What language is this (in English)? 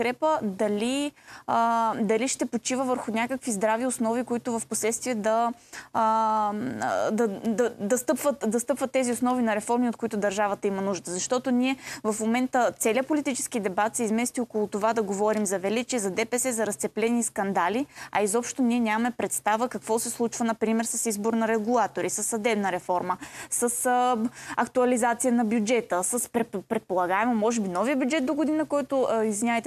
Bulgarian